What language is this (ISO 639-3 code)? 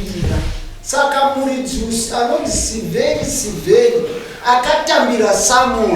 sna